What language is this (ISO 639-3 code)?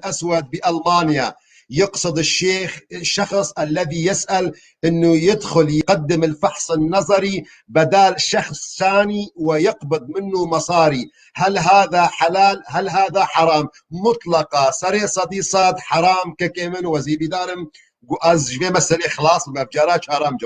kur